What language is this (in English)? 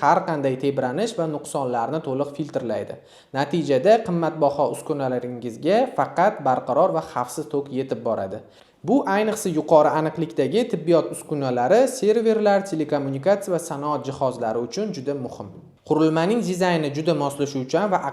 Uzbek